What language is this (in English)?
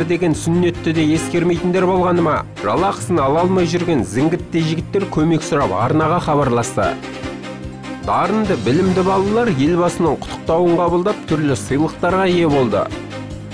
Kazakh